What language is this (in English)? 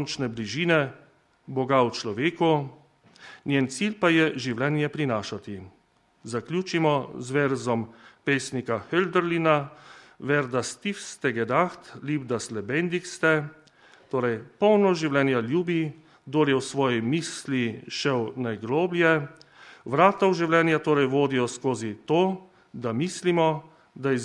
Slovenian